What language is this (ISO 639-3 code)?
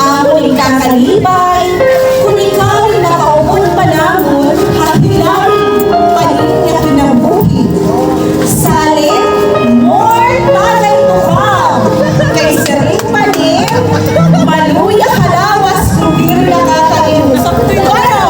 war